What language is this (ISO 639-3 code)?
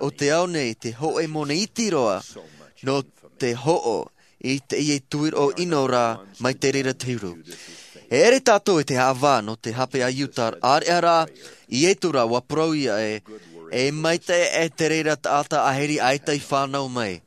tah